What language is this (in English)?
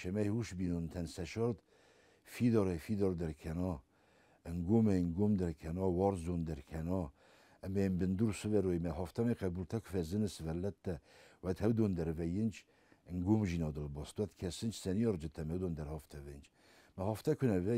Ossetic